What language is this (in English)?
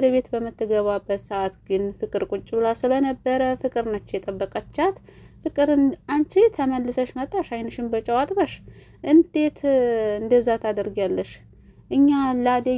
Amharic